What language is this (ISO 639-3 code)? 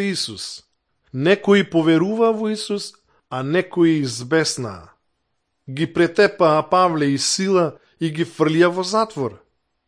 mkd